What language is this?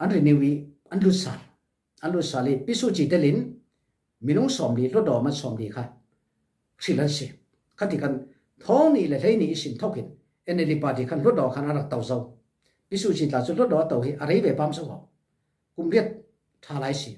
Falam Chin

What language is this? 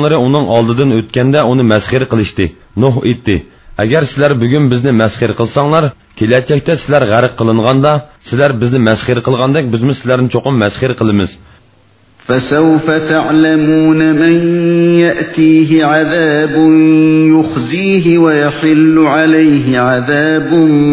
Uyghur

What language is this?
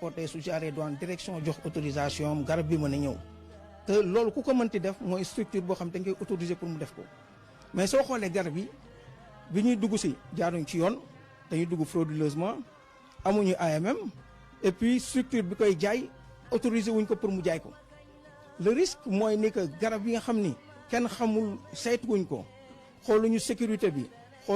Wolof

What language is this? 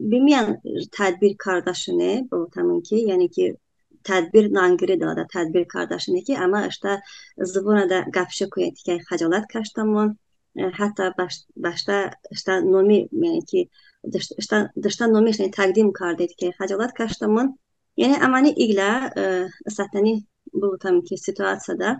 Talysh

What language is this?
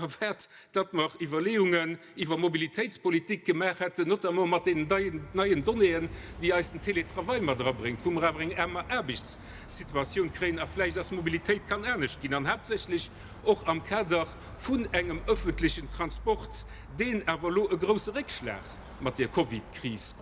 Luxembourgish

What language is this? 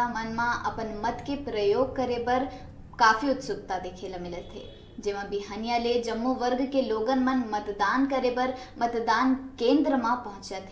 Chhattisgarhi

